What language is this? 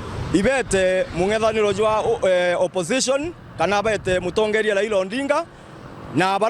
Meru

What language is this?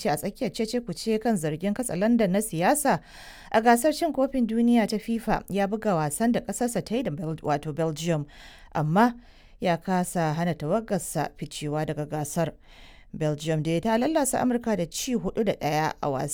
Hausa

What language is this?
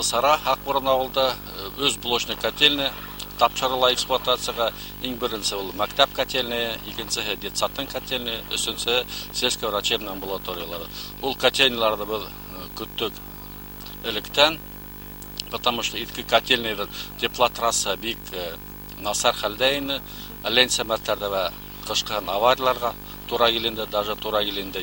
Bashkir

